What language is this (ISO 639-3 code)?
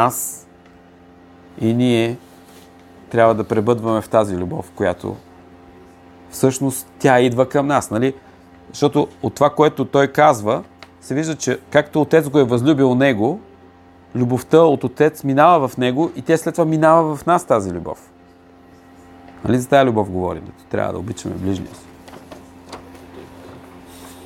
bul